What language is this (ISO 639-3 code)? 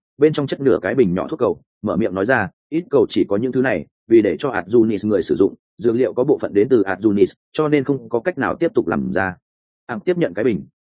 vie